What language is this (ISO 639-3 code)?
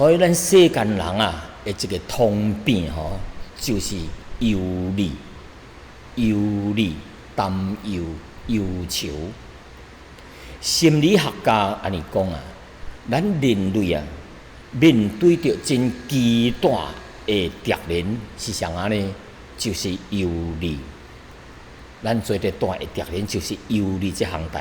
nan